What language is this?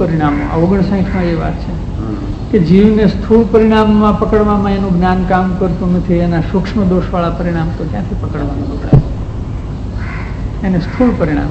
Gujarati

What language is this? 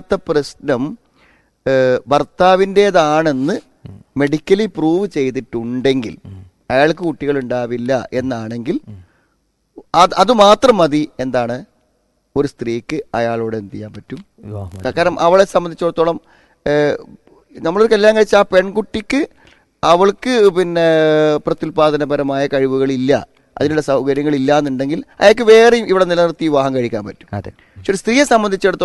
Malayalam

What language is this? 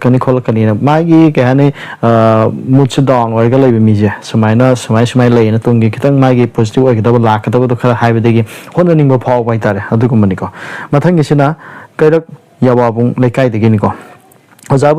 Manipuri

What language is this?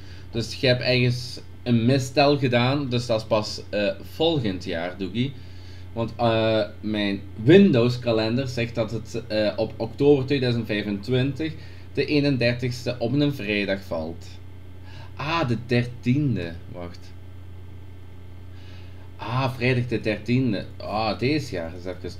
Dutch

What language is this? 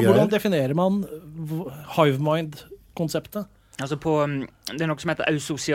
Norwegian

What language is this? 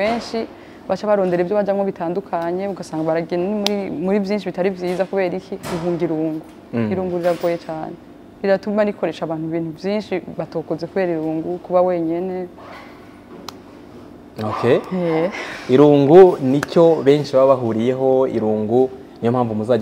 Kinyarwanda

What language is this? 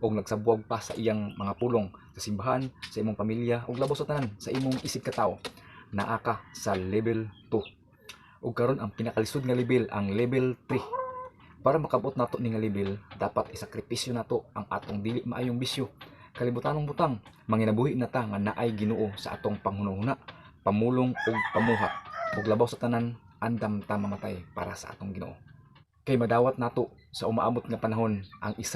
Cebuano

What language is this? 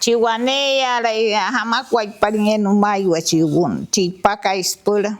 Wayuu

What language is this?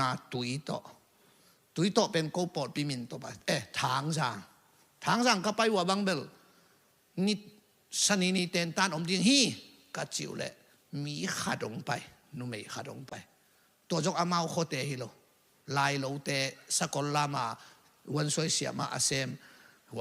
Tedim Chin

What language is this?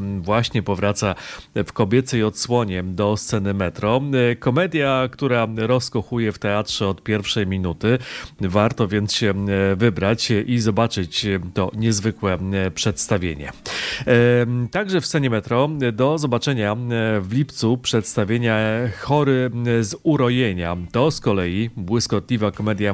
Polish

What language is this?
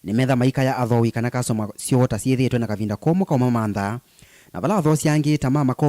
Kamba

